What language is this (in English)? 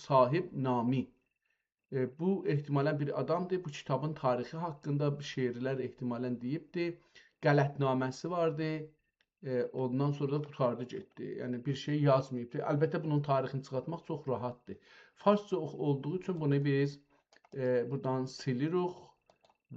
South Azerbaijani